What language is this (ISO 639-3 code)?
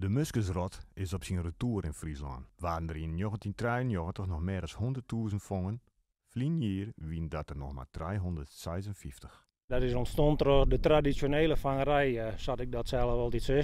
fry